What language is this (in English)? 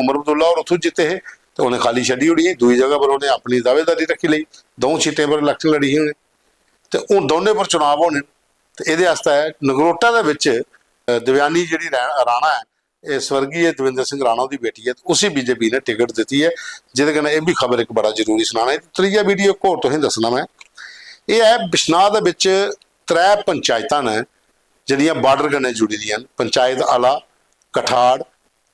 Dogri